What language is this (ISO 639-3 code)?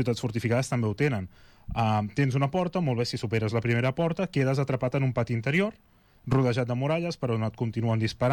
cat